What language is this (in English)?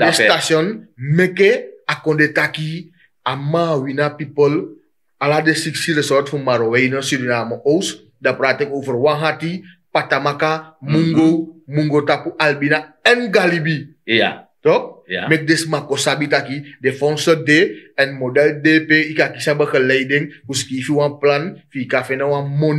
Sranan Tongo